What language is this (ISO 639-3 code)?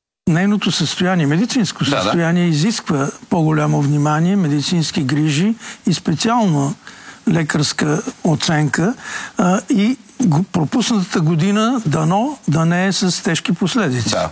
bul